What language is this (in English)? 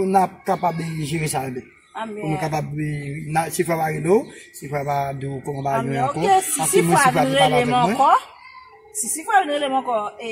Haitian Creole